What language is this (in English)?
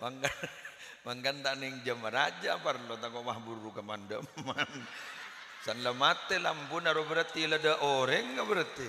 Madurese